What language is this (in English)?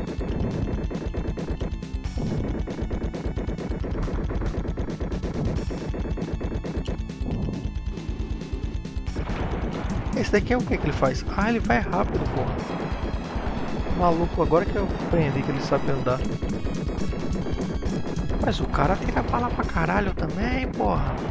Portuguese